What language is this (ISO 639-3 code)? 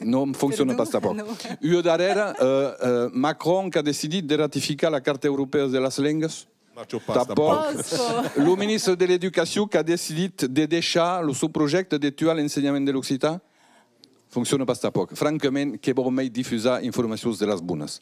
oci